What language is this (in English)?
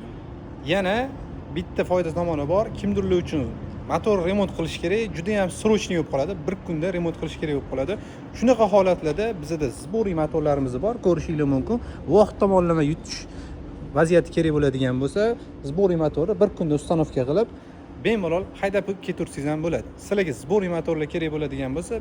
Uzbek